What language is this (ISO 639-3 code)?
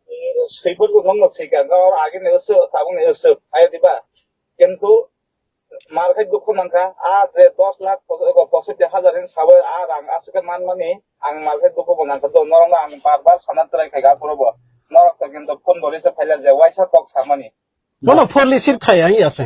trp